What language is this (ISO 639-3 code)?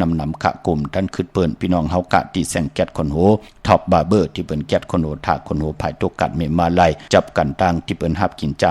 shn